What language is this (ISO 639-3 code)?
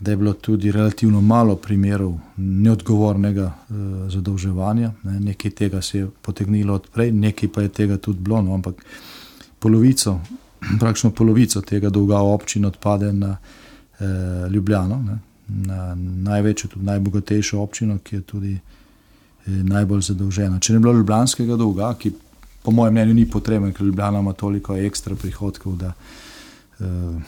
slv